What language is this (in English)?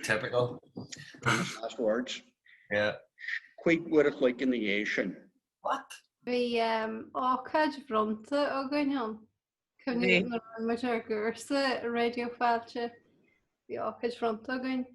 Irish